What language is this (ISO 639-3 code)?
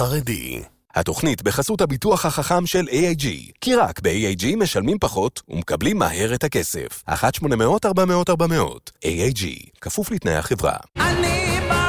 heb